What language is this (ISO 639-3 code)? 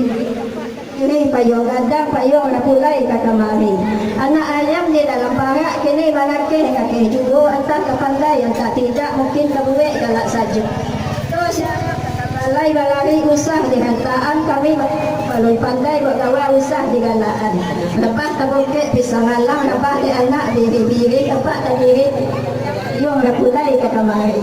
min